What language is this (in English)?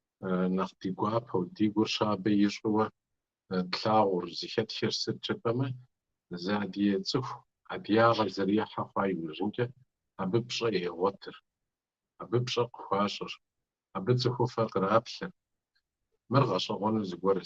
Kabardian